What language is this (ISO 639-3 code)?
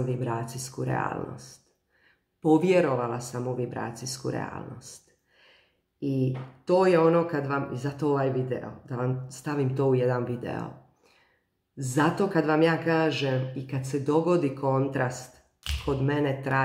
hrv